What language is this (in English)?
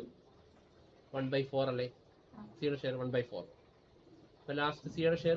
Malayalam